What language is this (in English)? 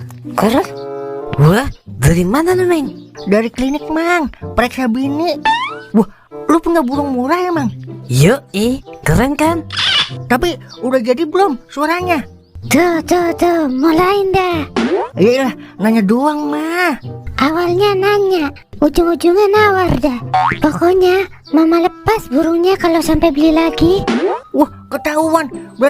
Betawi